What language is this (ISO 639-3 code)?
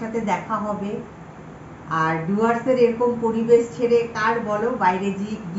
ben